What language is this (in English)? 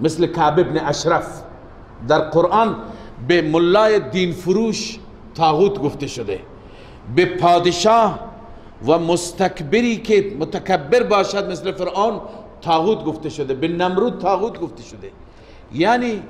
Persian